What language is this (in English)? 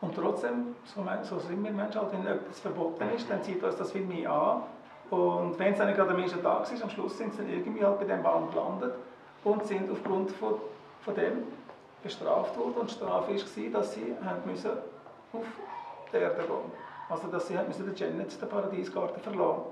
Swiss German